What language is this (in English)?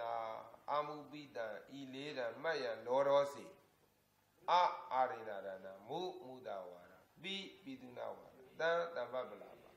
Burmese